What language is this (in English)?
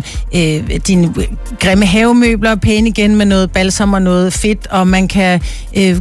Danish